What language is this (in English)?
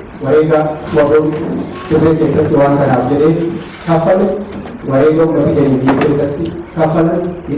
Oromo